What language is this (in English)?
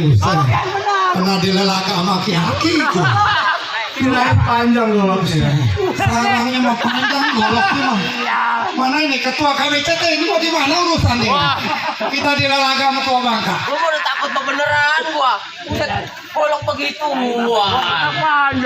Betawi